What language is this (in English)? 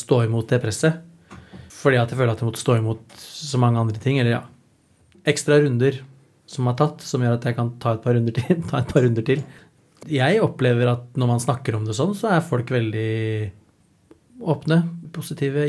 Norwegian